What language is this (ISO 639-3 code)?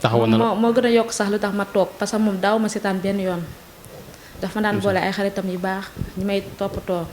wol